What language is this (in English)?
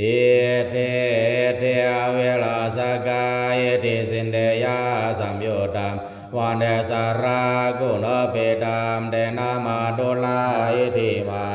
Pali